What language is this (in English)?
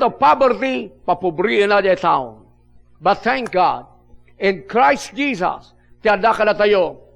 Iloko